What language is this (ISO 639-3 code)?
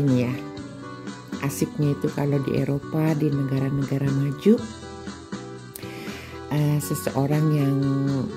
ind